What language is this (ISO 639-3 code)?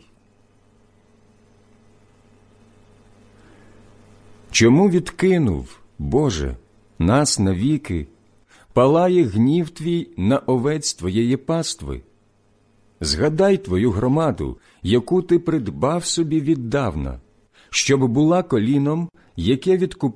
ukr